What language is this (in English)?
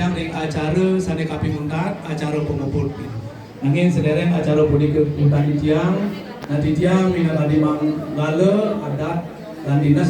Balinese